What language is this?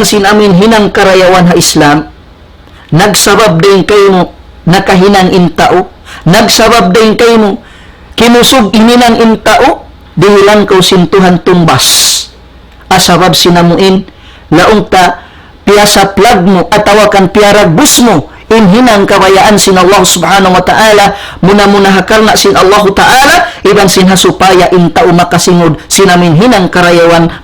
Tausug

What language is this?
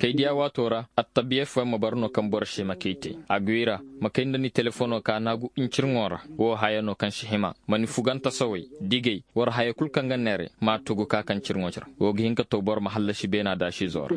Koyraboro Senni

